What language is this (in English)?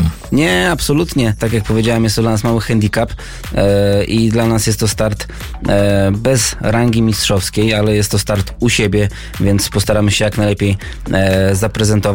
Polish